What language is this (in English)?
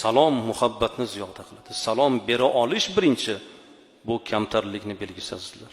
Uzbek